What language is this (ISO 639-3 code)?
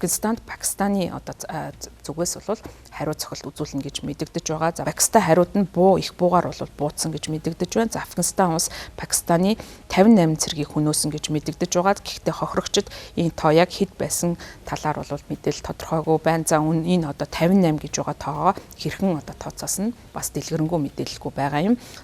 mon